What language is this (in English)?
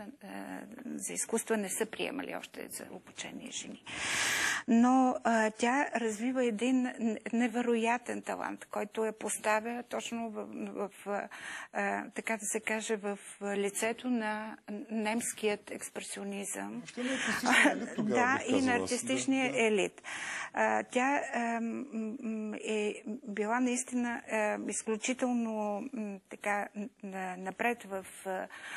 Bulgarian